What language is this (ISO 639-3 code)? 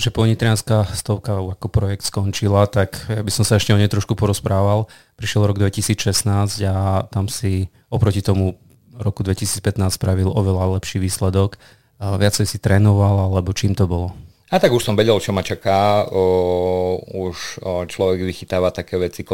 slk